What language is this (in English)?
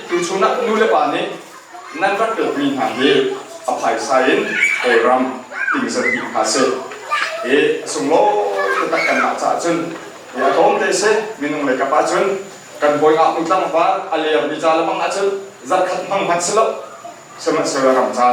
Hakha Chin